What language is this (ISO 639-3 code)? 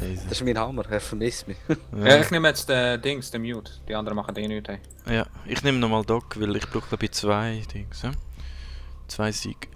gsw